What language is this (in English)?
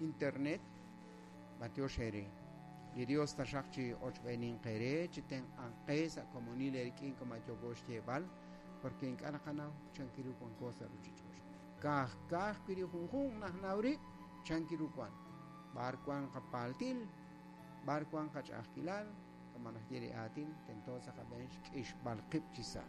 Kekchí